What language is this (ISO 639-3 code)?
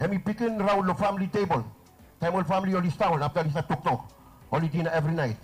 bis